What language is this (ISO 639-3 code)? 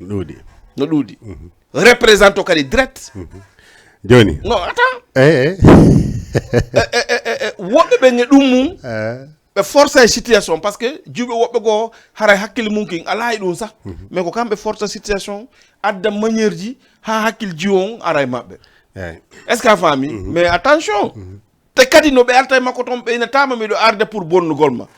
ful